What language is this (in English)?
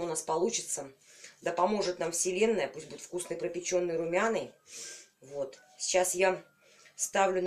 Russian